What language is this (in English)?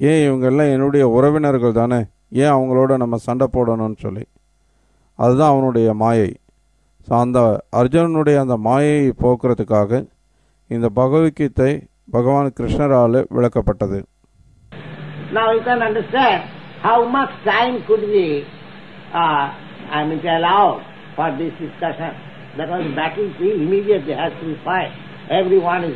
Tamil